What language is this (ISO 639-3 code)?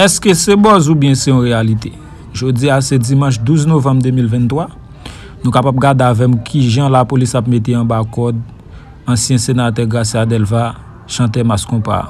hat